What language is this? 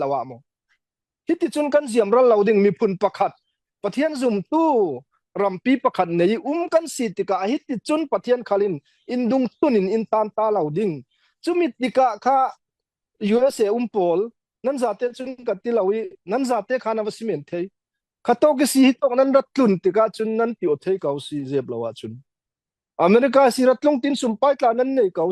Falam Chin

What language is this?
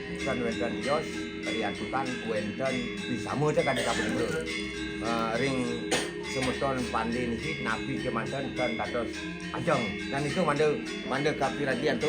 Balinese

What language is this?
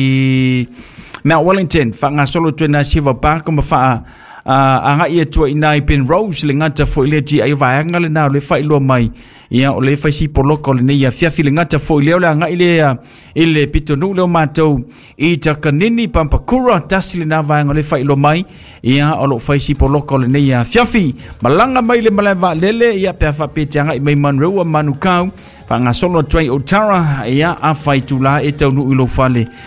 Samoan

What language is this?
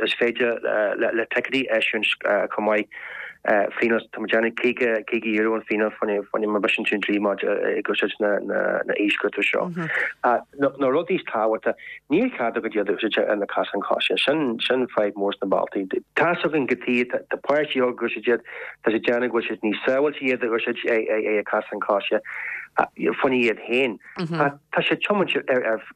Irish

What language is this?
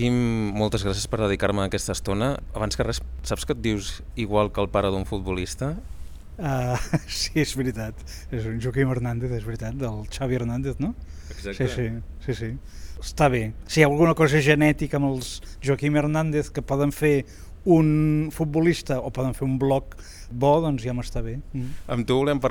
Catalan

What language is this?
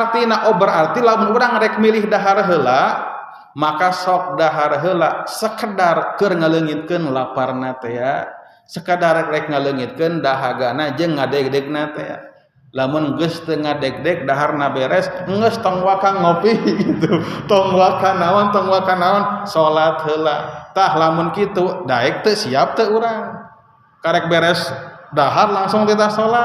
Sundanese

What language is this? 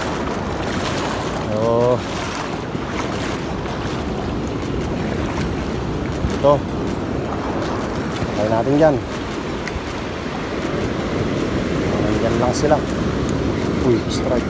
Filipino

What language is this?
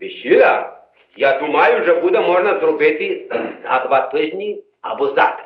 Rusyn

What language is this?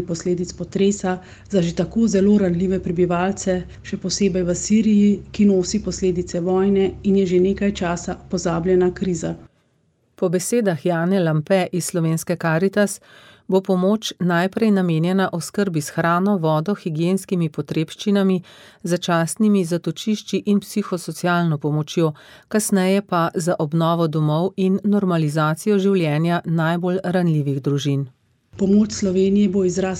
Slovenian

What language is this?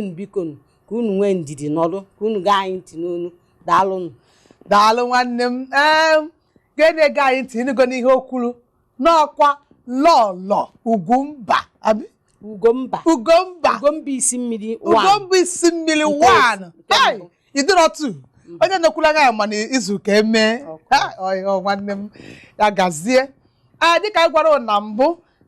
Igbo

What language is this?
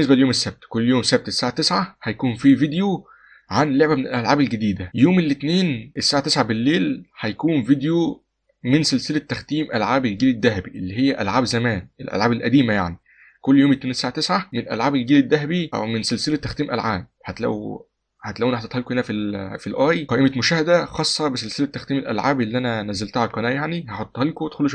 Egyptian Arabic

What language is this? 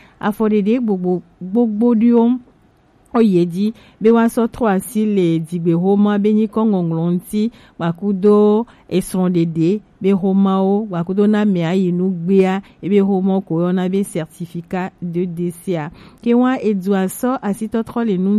Gen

